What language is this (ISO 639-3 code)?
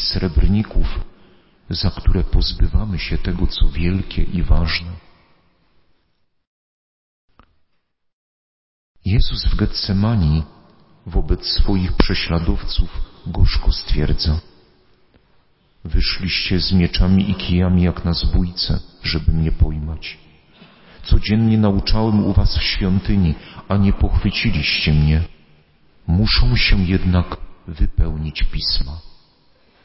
pol